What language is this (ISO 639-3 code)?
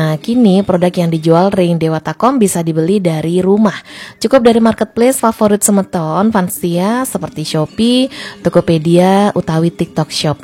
ban